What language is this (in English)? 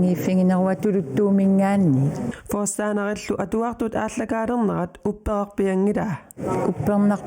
Kalaallisut